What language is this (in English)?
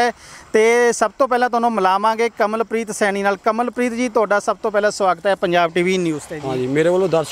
Punjabi